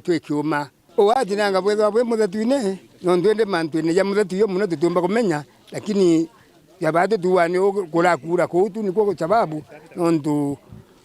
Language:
Meru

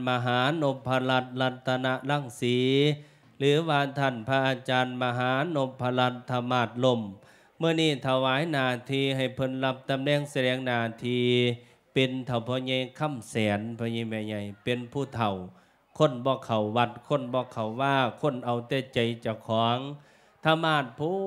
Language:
Lao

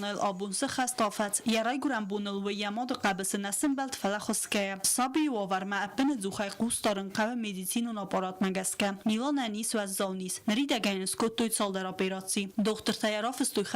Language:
Ossetic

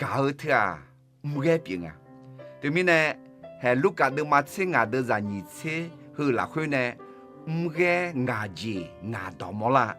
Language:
Akha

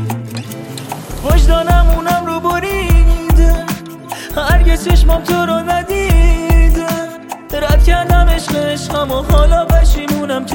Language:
Persian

